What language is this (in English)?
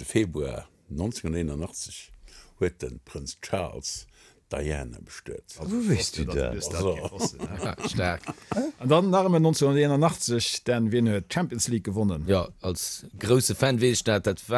Luxembourgish